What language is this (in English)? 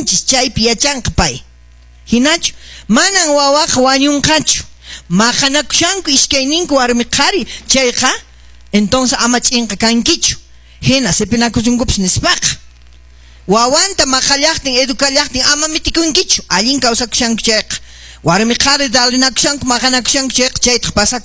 Quechua